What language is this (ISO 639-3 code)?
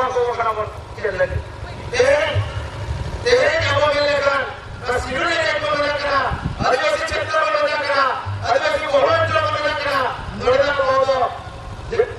sat